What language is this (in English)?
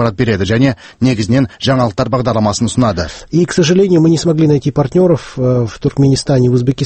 Kazakh